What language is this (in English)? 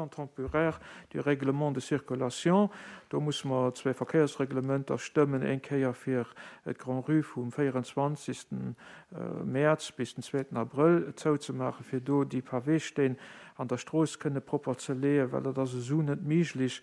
Luxembourgish